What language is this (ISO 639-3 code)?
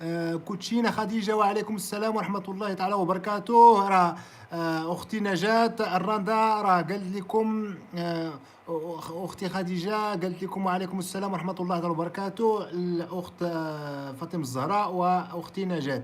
ary